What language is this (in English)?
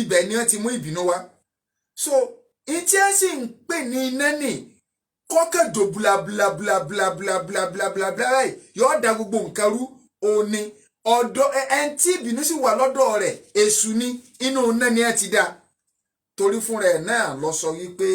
Yoruba